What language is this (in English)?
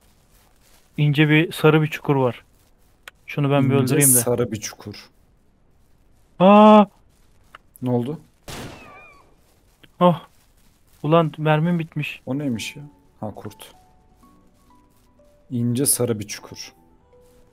Turkish